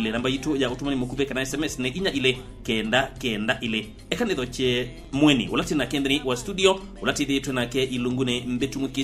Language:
Kamba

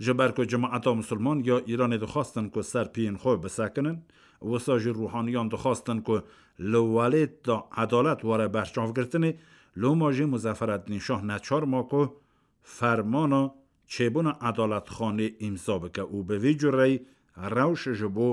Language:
Kurdish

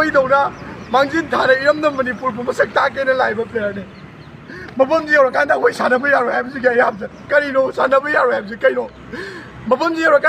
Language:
Manipuri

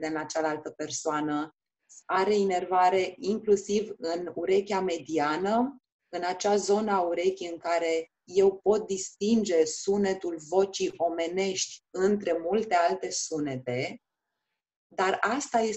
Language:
Romanian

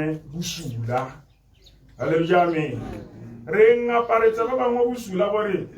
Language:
Tswana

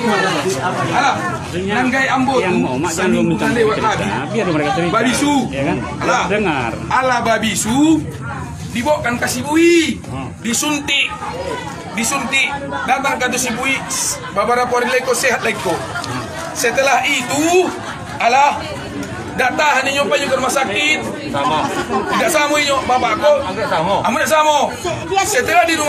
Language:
Minangkabau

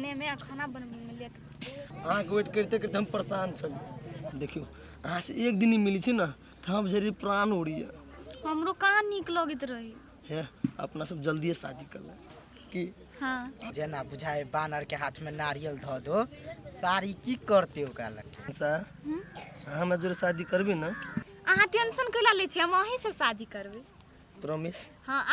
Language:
Maithili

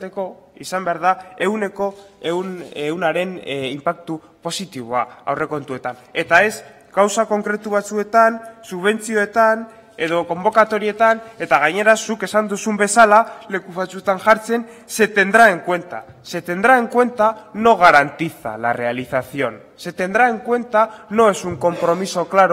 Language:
Basque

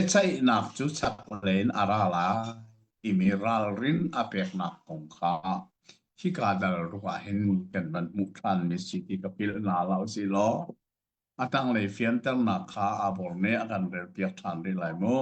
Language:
Hakha Chin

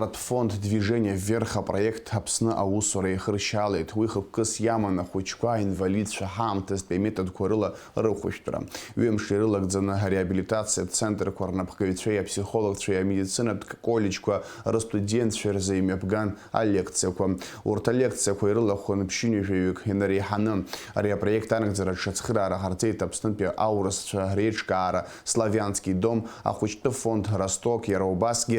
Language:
Abkhazian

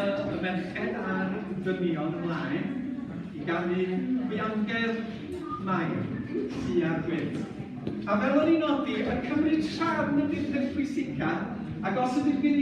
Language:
Welsh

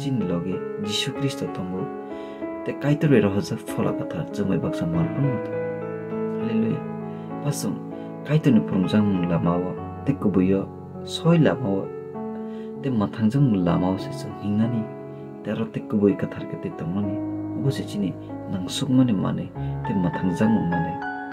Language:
Kok Borok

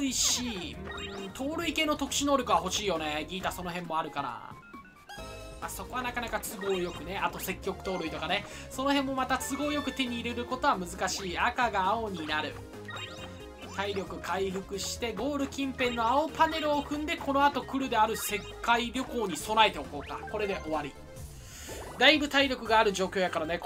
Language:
Japanese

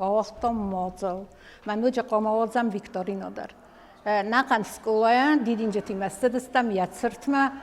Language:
Ossetic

